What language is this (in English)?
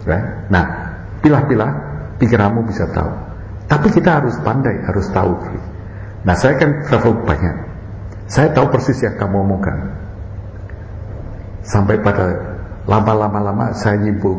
Indonesian